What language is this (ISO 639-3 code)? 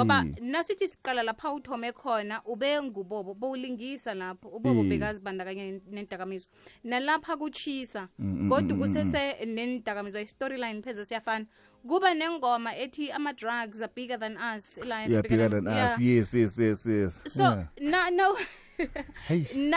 nbl